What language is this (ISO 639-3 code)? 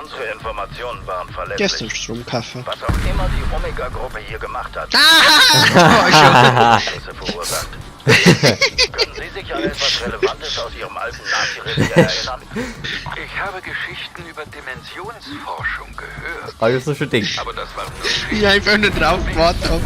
bar